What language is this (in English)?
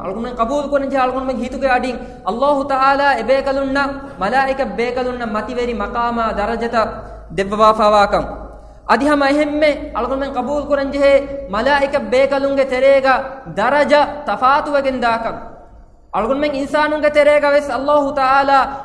Divehi